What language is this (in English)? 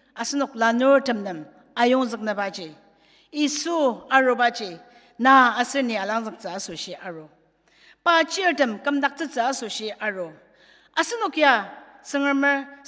Ao Naga